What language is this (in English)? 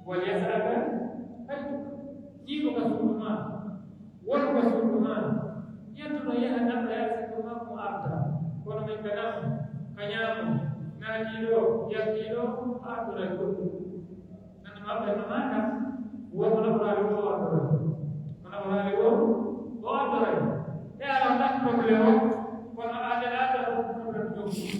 Pular